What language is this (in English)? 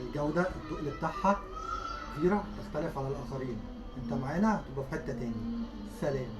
Egyptian Arabic